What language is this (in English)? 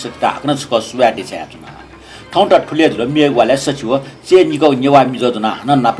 Newari